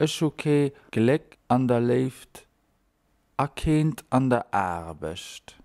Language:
Luxembourgish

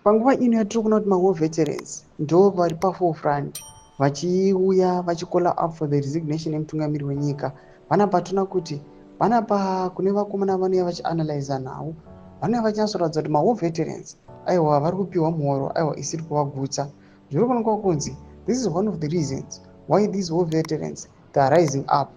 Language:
Shona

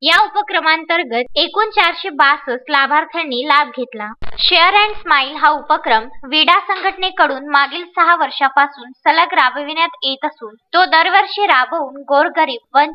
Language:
Marathi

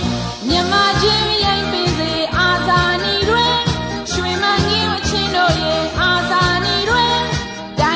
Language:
Burmese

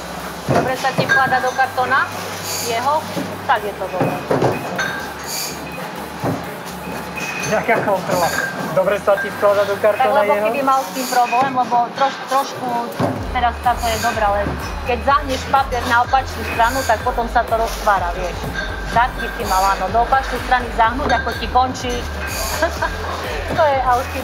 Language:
Slovak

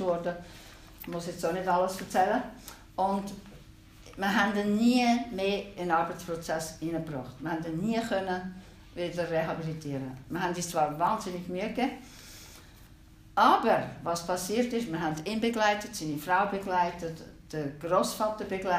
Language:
German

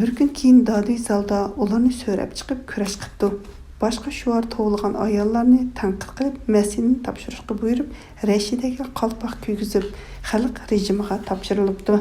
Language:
Uyghur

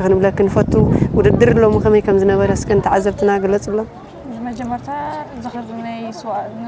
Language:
Tigrinya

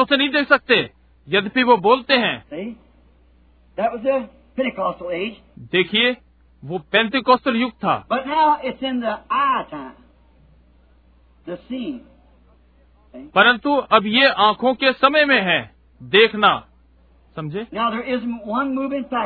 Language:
Hindi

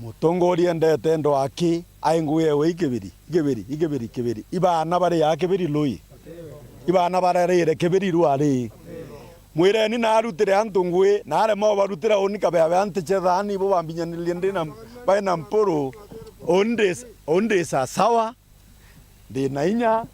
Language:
Meru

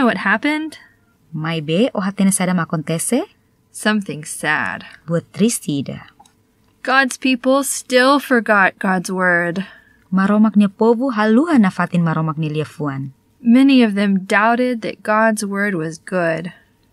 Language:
Tetum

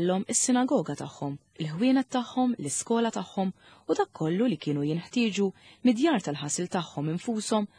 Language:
Maltese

